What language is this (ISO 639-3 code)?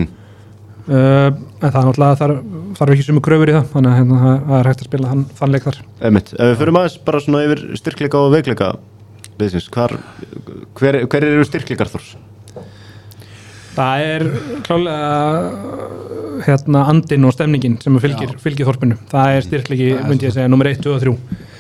isl